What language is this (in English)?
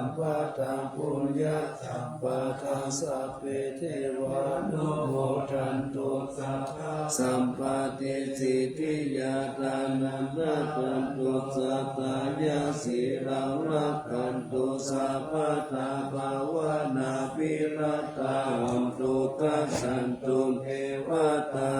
Pali